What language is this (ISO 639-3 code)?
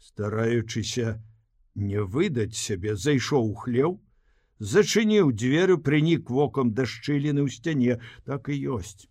bel